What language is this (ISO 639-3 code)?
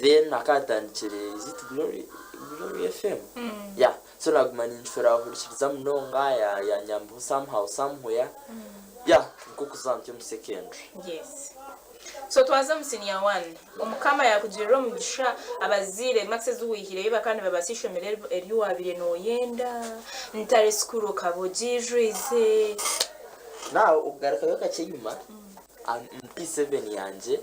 nyn